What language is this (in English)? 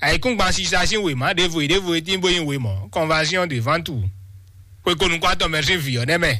Fon